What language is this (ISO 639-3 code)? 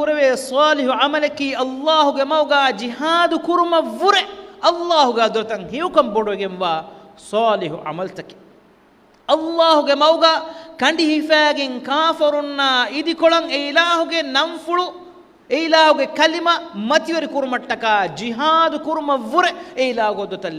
div